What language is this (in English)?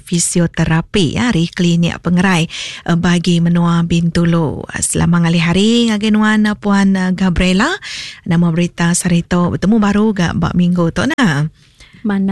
Iban